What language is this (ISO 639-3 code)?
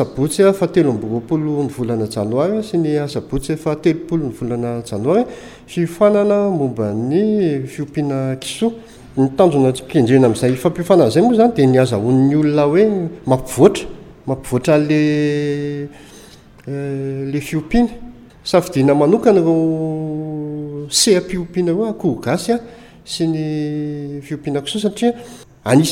mlg